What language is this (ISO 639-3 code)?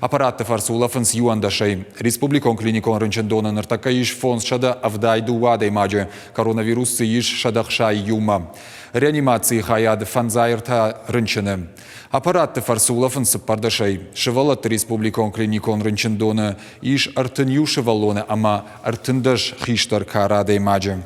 oss